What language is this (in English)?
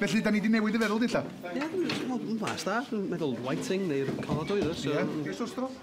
Welsh